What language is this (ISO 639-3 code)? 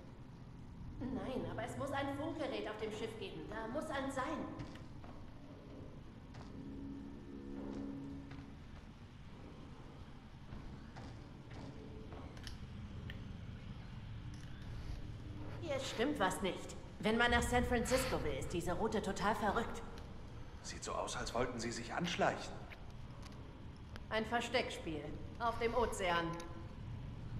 deu